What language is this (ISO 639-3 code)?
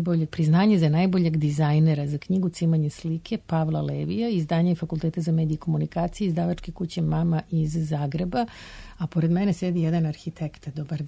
srp